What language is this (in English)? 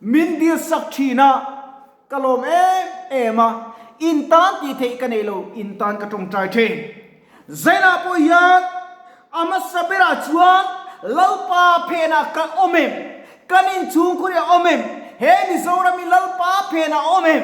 Mizo